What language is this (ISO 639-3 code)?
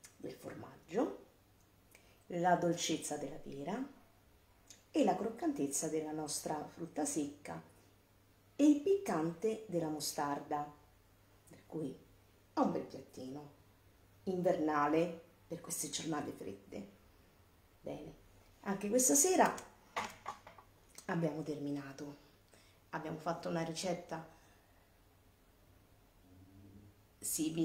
ita